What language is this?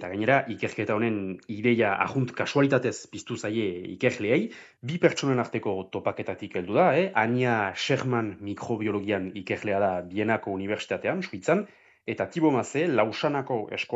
Basque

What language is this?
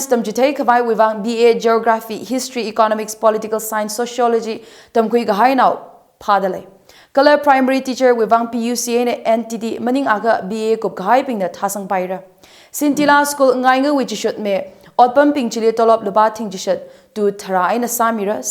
Tangkhul Naga (India)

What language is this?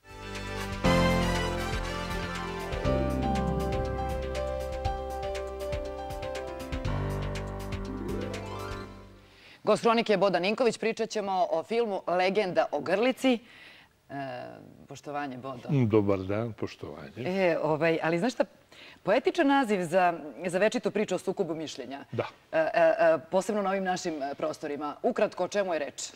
Serbian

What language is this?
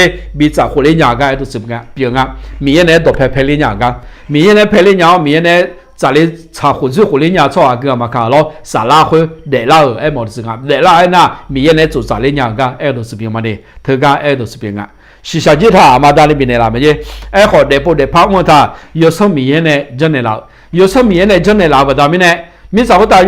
Akha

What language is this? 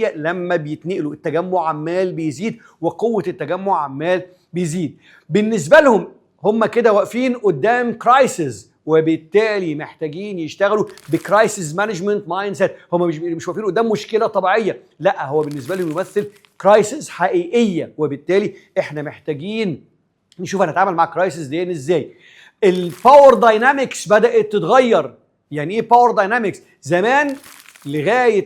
Egyptian Arabic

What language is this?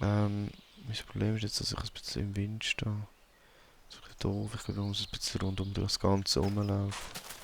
Swiss German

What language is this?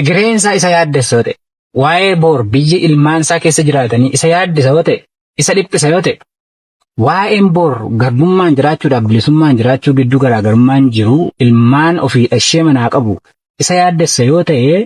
Oromo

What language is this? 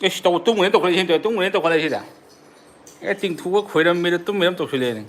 Manipuri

